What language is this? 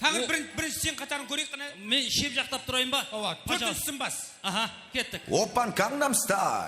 Kara-Kalpak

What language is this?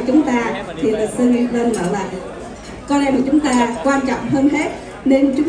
Vietnamese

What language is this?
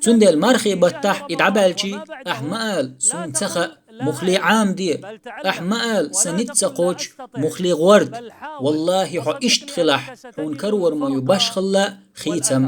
Chechen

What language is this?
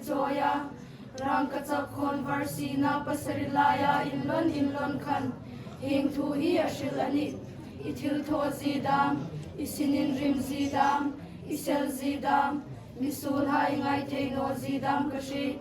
Hmar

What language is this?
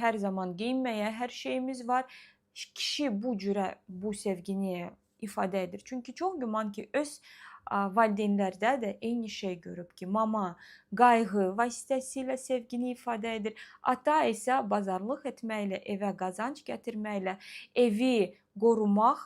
Azerbaijani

